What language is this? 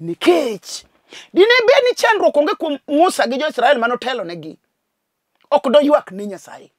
Luo (Kenya and Tanzania)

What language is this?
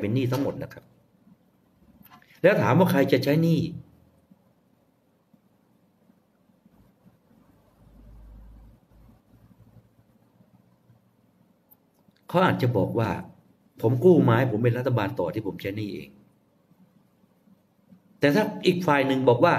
Thai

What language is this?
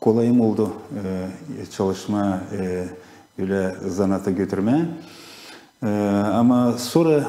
Gagauz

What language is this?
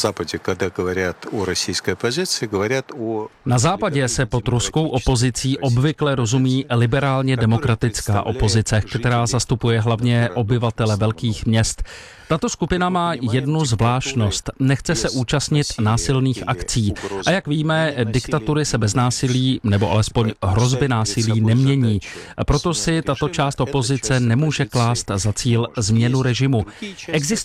Czech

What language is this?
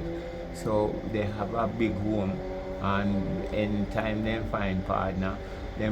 Jamaican Creole English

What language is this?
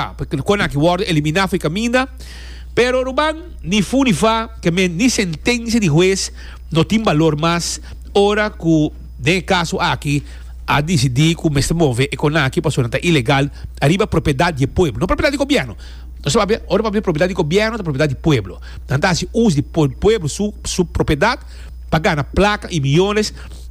Papiamento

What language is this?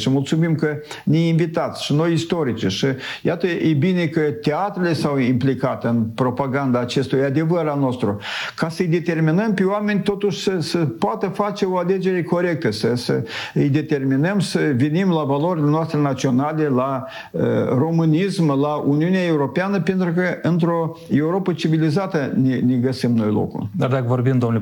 Romanian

